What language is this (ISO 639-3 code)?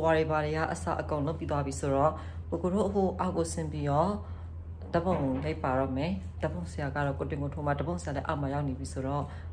mya